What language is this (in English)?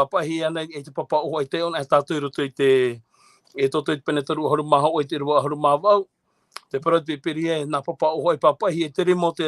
Tahitian